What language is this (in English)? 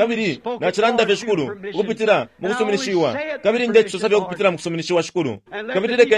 Bemba